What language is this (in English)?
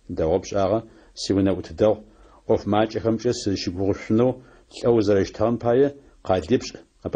Adyghe